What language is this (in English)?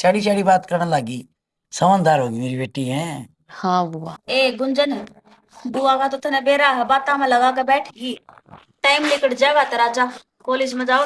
Haryanvi